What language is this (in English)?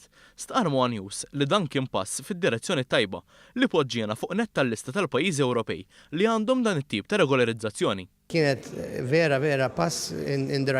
Maltese